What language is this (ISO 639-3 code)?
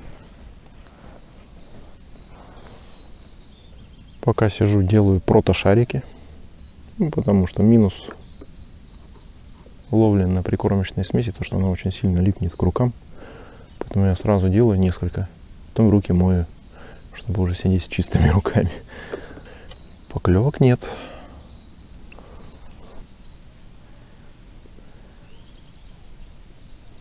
rus